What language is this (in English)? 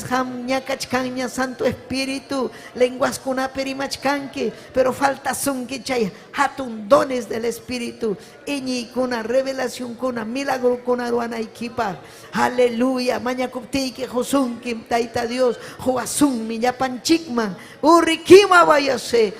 Ayacucho Quechua